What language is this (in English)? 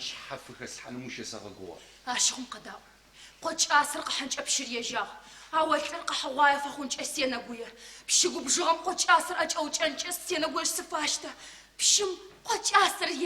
Adyghe